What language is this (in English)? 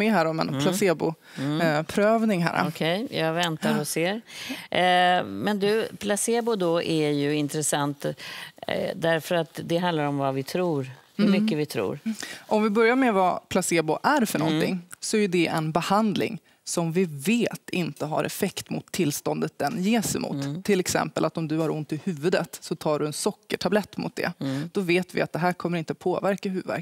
Swedish